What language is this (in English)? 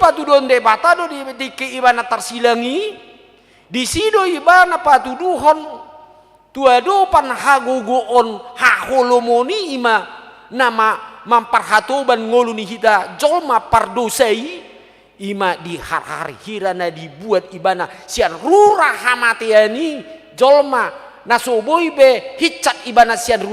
Batak Toba